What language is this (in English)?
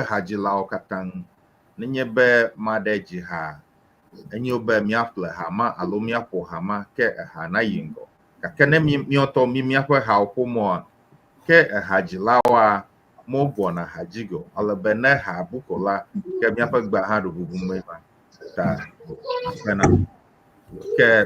Ewe